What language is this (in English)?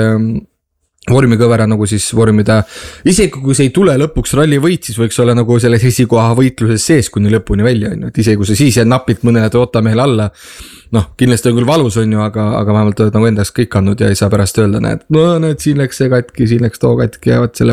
Estonian